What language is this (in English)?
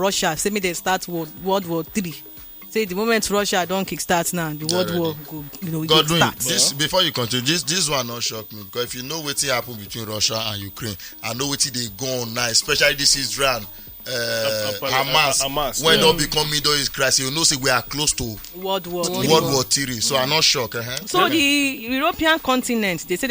Nigerian Pidgin